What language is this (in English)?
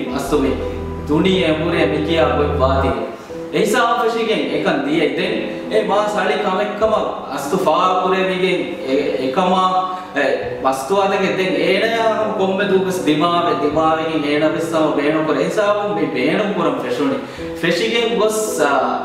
Divehi